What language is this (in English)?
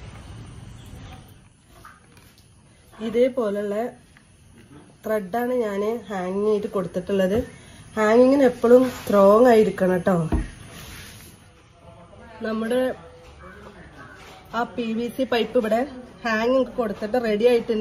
Malayalam